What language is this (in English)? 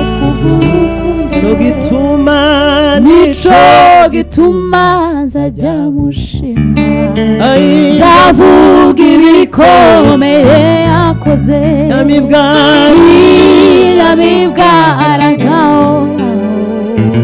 Kinyarwanda